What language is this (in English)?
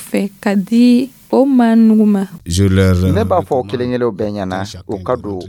Dyula